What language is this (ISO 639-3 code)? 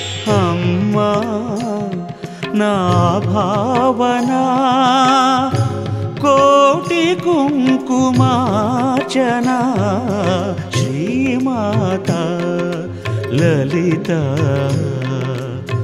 tel